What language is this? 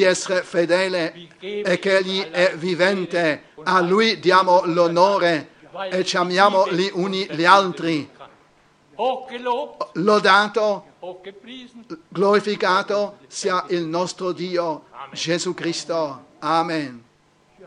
Italian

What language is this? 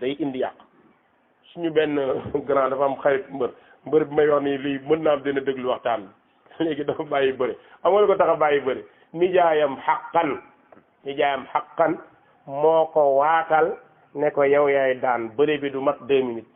Wolof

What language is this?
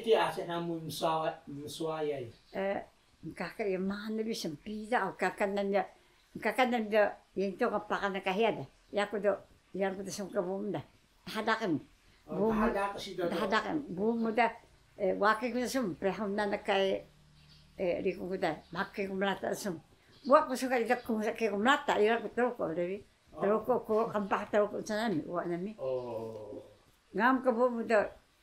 Taroko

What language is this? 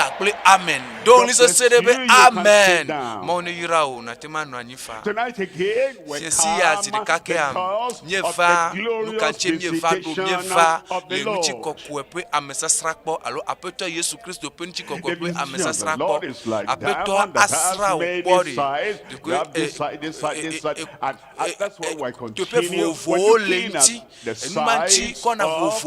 Ewe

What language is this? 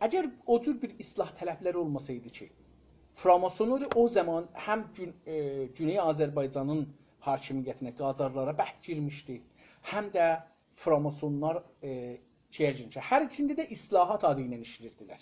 South Azerbaijani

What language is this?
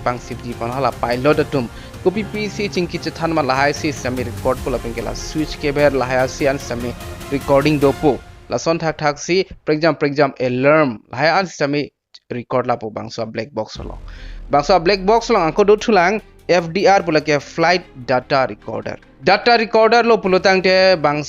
Karbi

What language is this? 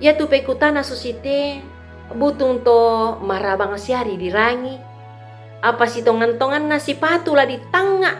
Toraja-Sa'dan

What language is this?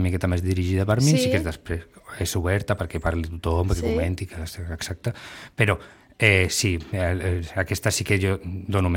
Catalan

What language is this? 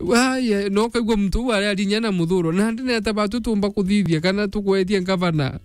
Meru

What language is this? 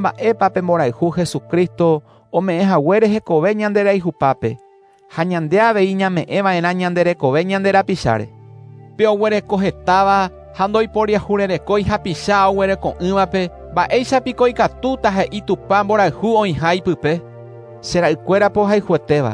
Guarani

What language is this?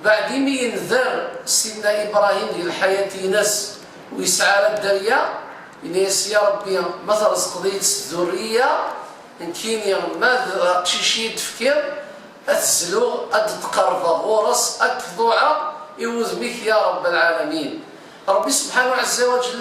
Kabyle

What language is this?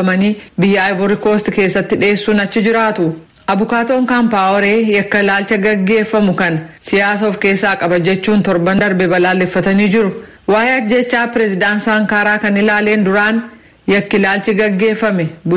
Oromo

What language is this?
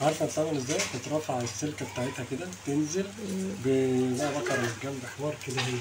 Egyptian Arabic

